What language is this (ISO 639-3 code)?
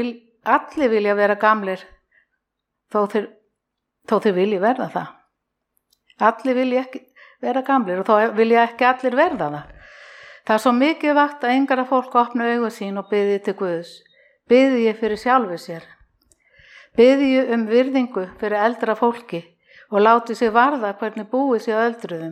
isl